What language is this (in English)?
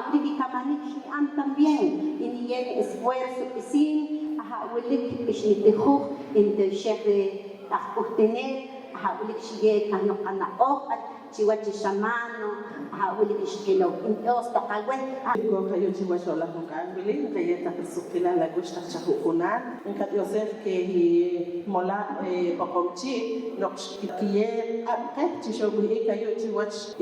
Poqomchi'